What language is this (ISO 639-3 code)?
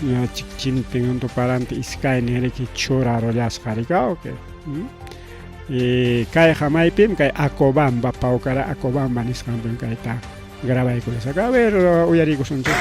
quy